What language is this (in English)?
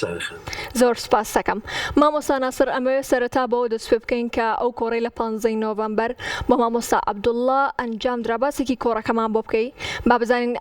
Central Kurdish